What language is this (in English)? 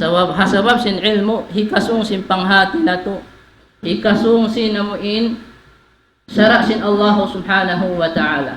Tausug